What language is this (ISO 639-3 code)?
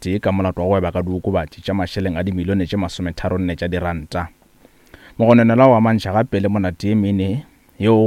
nso